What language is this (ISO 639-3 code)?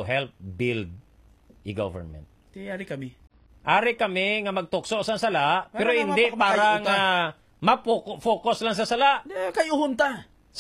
hil